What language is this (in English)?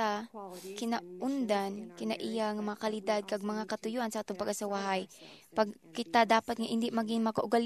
Hiligaynon